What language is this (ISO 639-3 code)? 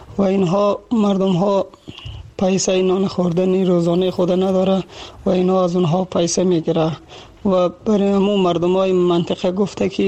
fas